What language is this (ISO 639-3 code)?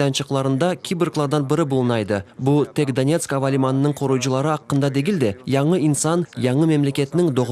crh